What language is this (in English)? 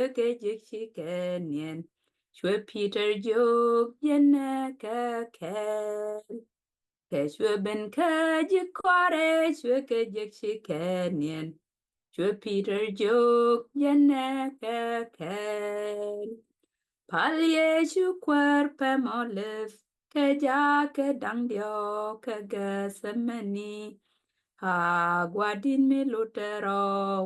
Nuer